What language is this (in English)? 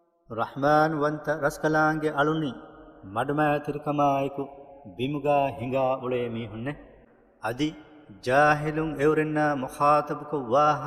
Divehi